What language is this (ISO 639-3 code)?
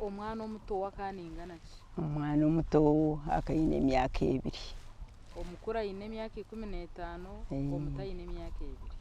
nyn